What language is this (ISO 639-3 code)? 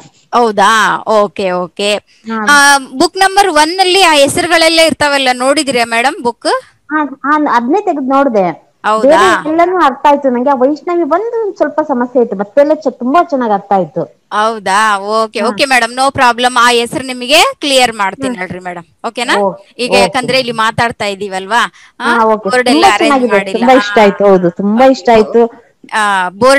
kan